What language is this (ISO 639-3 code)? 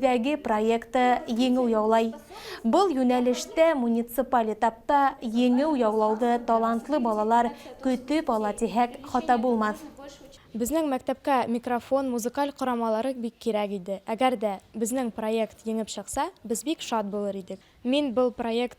bak